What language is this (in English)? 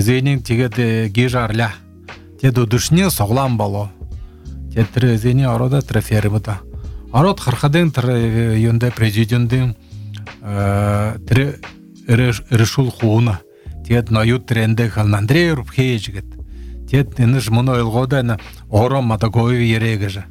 Buriat